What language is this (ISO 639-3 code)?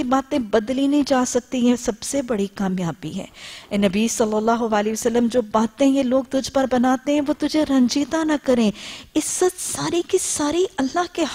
urd